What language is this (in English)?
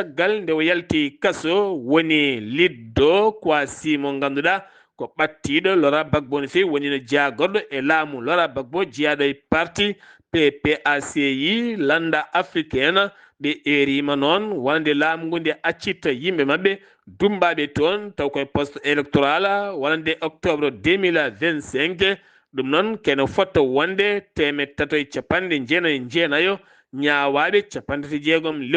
Fula